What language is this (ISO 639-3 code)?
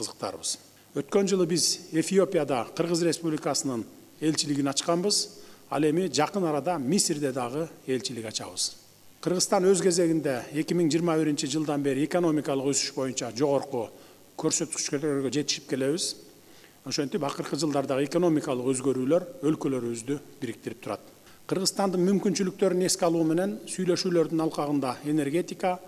kir